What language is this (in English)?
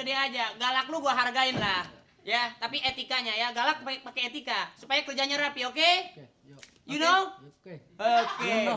Betawi